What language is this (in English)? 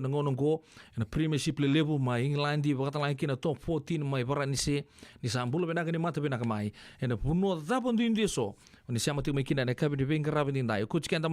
Fijian